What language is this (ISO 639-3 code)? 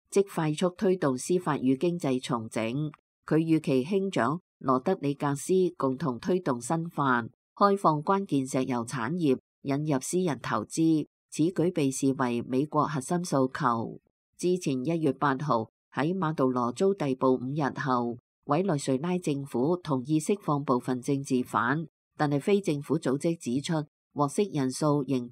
yue